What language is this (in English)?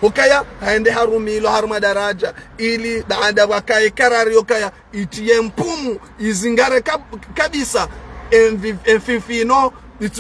Ngazidja Comorian